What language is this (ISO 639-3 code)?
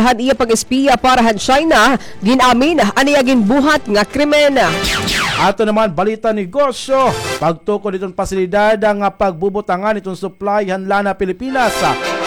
war